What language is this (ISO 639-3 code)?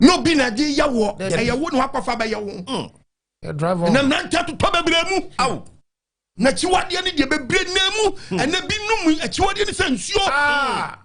aka